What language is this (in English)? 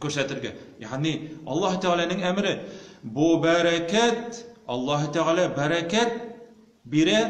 Tatar